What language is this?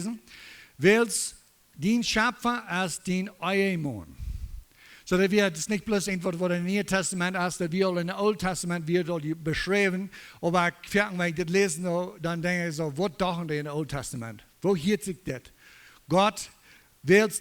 Plautdietsch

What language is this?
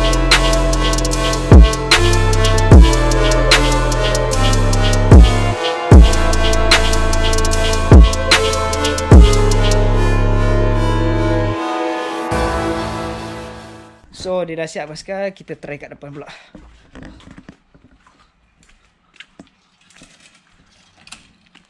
Malay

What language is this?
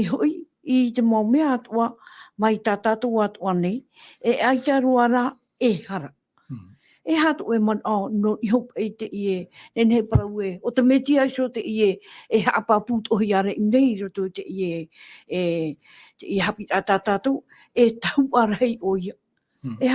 Tahitian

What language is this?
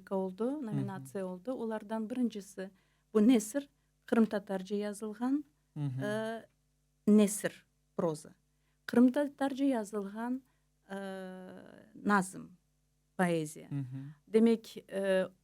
Crimean Tatar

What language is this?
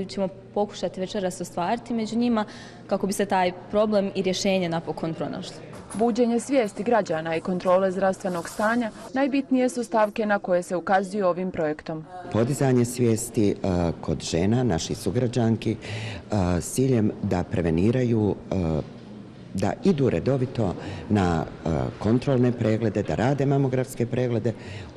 Bosnian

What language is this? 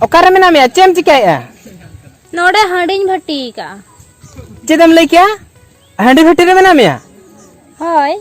Santali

